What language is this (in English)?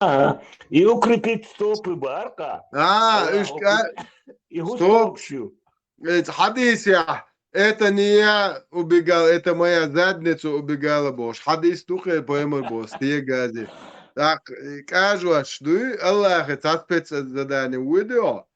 Chechen